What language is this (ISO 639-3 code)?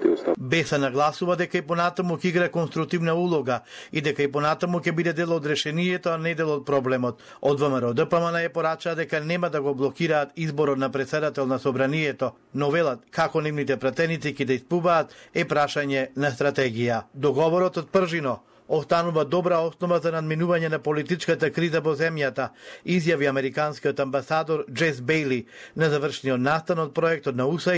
mkd